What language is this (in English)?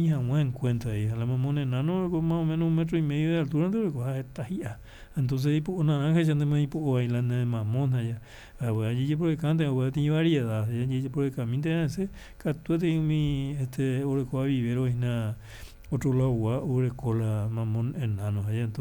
Guarani